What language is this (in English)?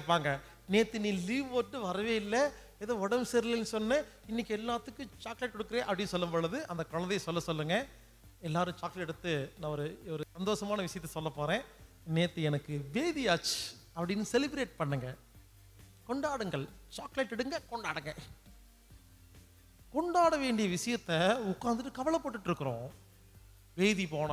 Tamil